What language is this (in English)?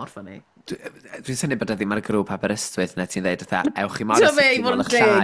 Welsh